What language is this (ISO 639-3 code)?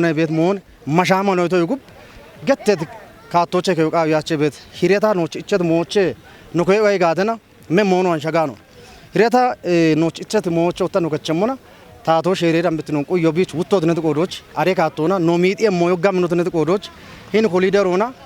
kbr